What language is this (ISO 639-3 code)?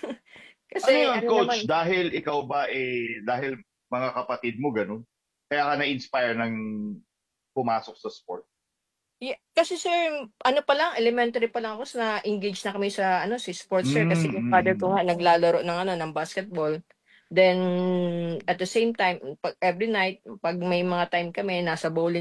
fil